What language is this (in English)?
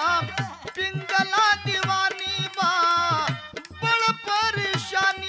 Bhojpuri